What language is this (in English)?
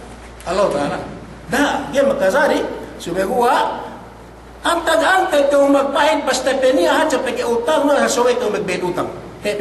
Yakan